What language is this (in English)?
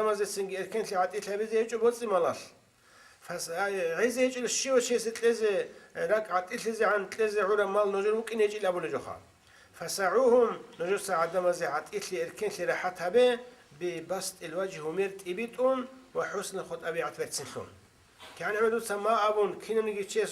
Avaric